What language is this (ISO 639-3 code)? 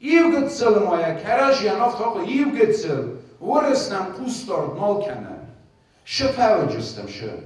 oss